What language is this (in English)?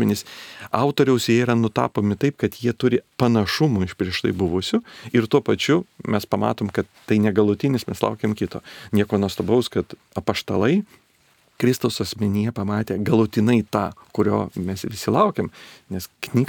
Lithuanian